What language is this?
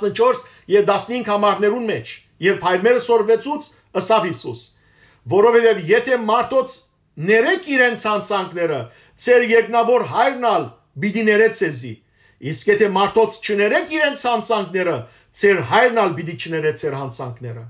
Western Armenian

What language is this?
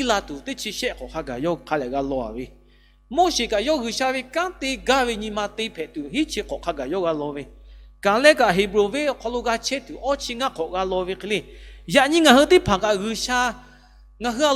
Lahu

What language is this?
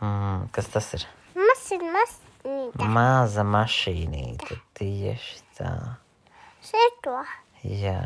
Latvian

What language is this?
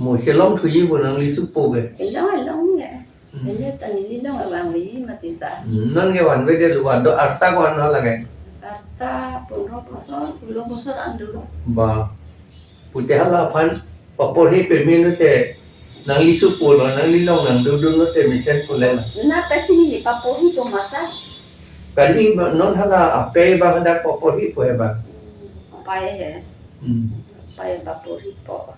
Karbi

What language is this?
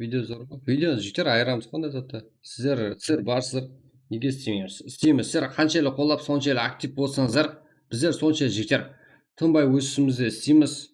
Kara-Kalpak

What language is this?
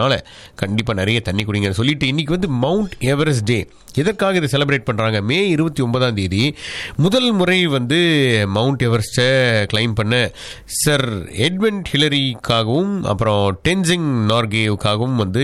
Tamil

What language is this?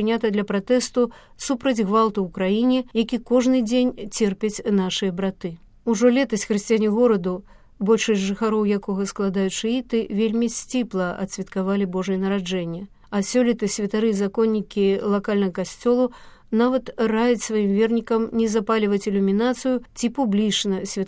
Belarusian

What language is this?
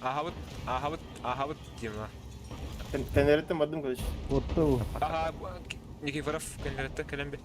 Yakut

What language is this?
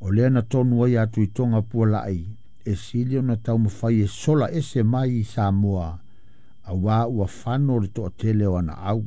Samoan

